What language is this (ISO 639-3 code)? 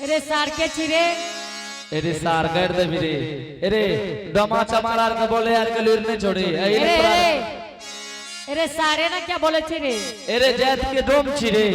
anp